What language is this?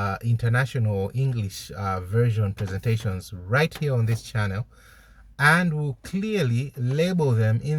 English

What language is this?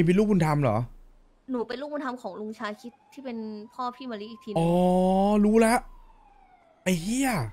Thai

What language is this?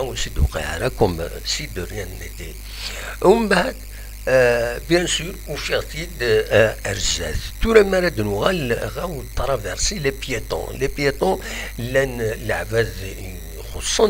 Kabyle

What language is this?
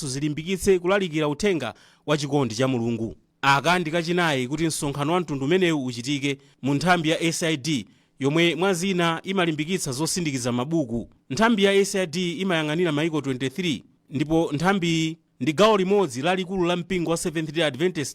Nyanja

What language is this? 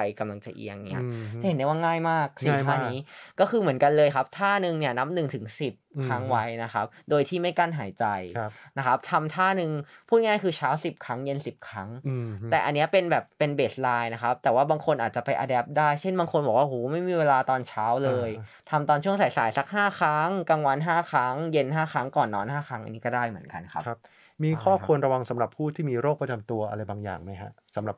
Thai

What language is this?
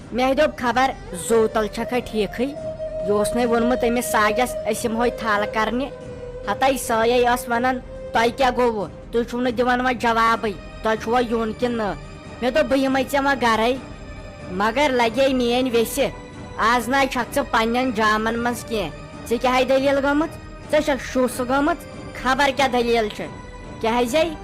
Kashmiri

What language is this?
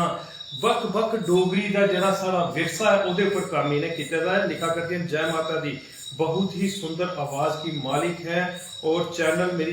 Dogri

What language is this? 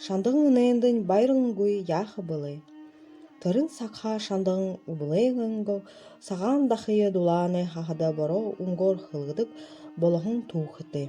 Buriat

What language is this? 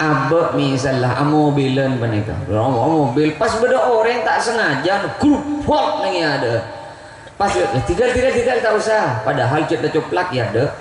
Madurese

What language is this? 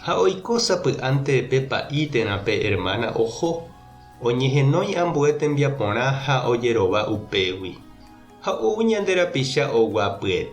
Guarani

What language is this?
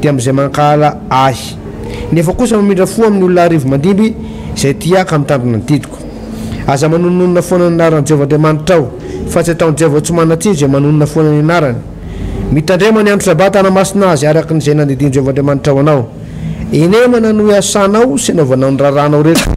Malagasy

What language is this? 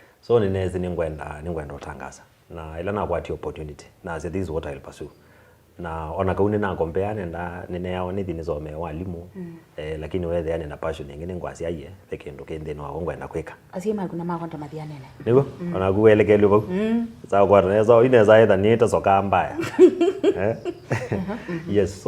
Kamba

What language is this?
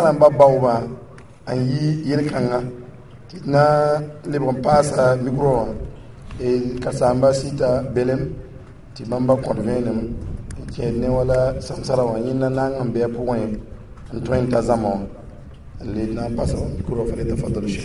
Mossi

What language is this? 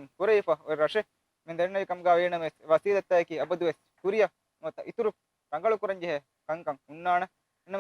Divehi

